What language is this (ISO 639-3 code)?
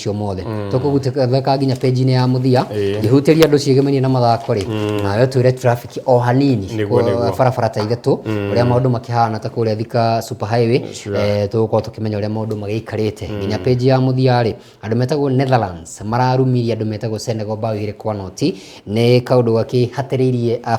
kik